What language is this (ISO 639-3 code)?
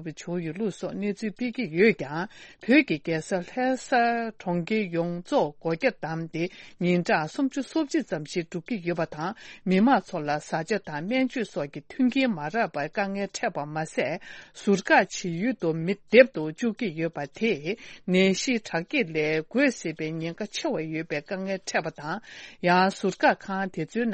bod